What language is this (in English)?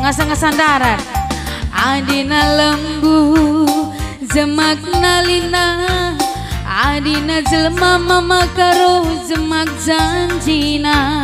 Batak Karo